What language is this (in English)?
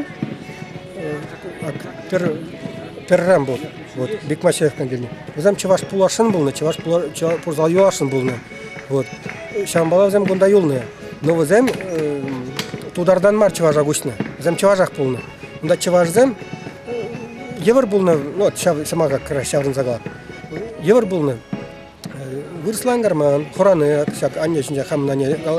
Chuvash